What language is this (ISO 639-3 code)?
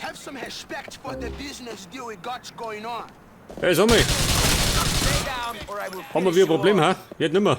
bar